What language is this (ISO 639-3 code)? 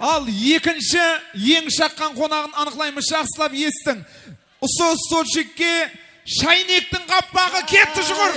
kaa